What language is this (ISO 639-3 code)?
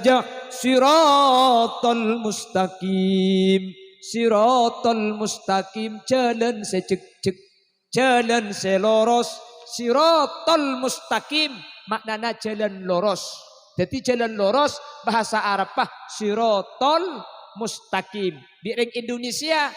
mad